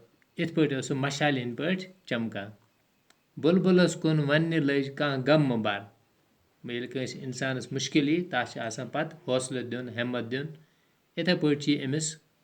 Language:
Kashmiri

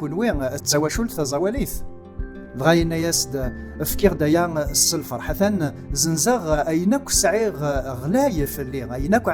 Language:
Kabyle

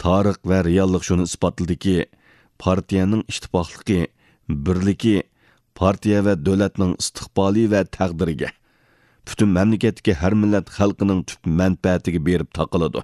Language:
Uyghur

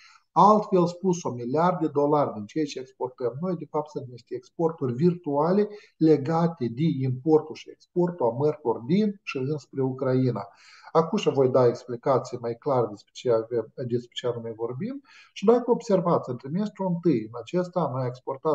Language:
Romanian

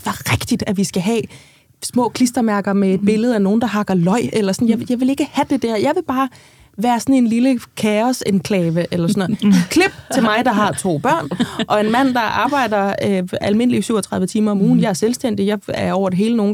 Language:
Danish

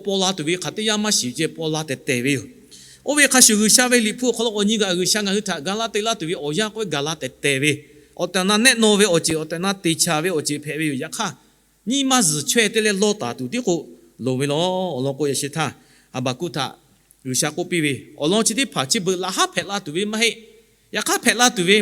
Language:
Lahu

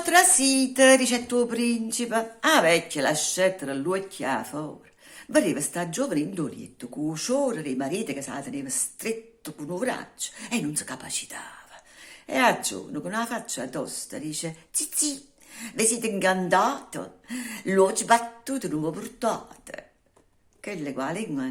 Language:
Neapolitan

